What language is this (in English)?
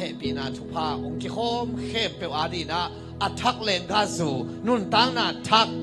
Tedim Chin